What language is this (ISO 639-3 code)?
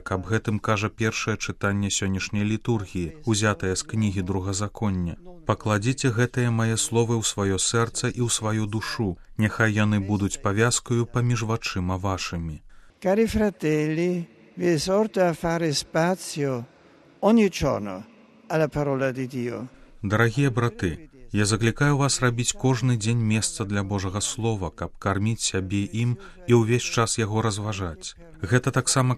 bel